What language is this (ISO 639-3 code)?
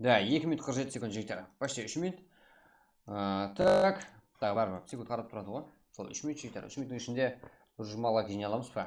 kaa